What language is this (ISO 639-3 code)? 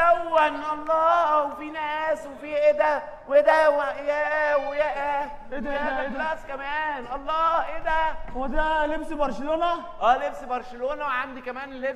arz